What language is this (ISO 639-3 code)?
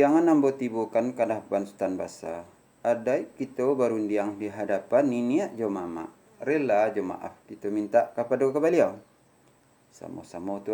min